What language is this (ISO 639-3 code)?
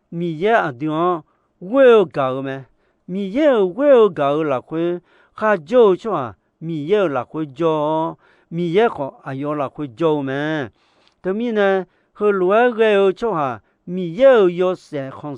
ahk